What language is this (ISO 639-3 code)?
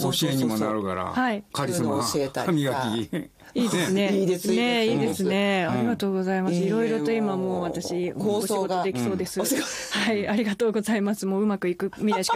jpn